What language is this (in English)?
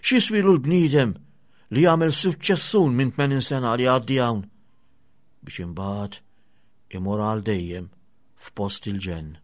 Maltese